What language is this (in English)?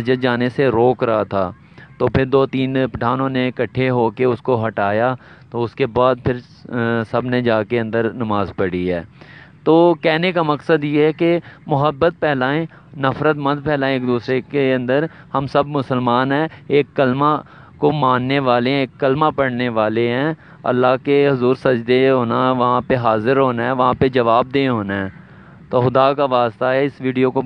Urdu